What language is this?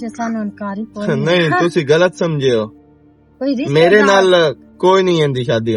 Western Panjabi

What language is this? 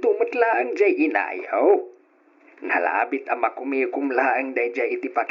Iloko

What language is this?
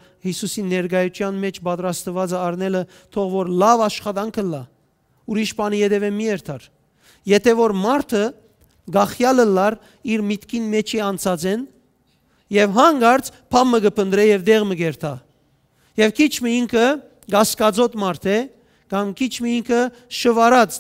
Western Armenian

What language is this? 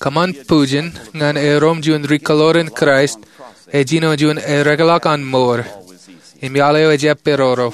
Marshallese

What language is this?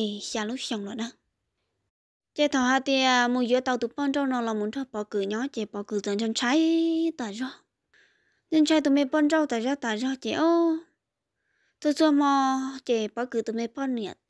Vietnamese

